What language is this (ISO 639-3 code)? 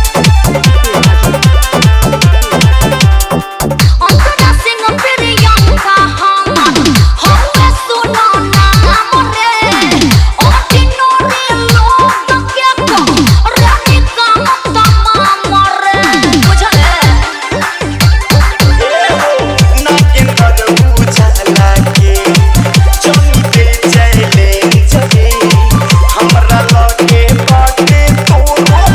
bho